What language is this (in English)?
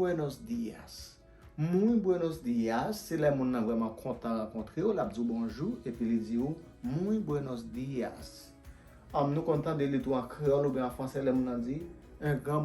Haitian Creole